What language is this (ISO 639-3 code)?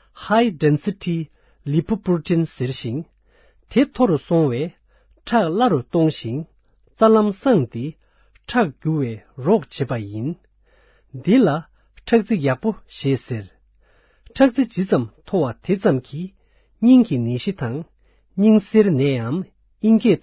bod